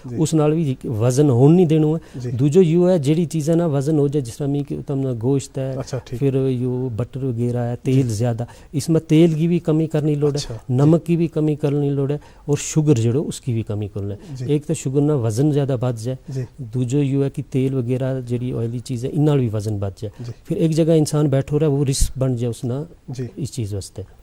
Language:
Gujari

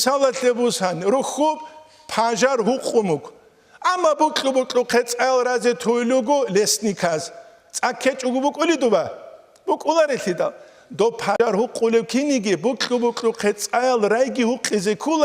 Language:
Avaric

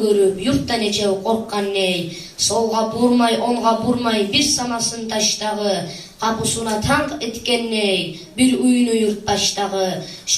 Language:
Kumyk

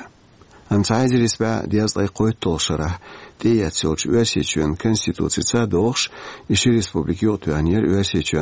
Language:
Chechen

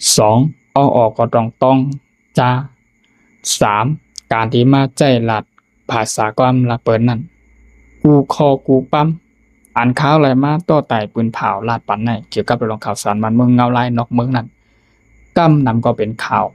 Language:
Shan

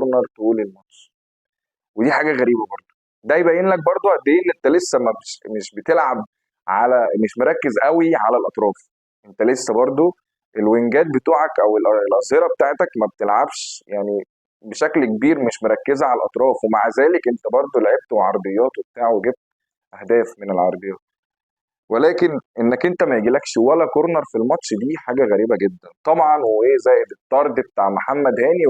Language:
Egyptian Arabic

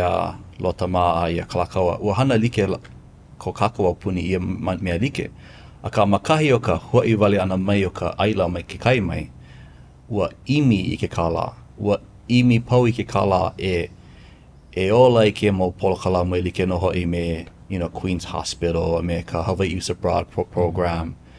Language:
Hawaiian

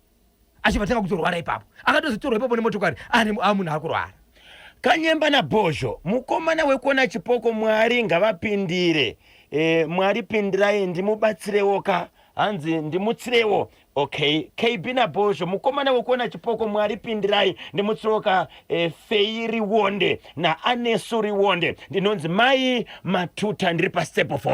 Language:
Shona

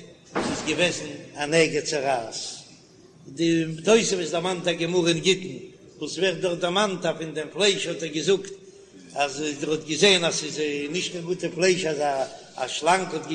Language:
Yiddish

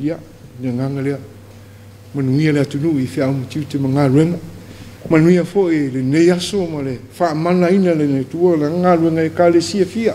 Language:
Samoan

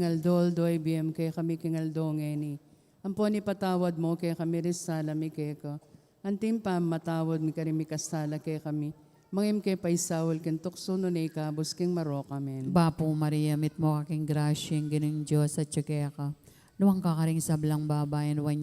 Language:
Pampanga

